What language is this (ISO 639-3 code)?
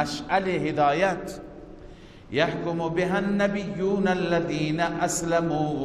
fas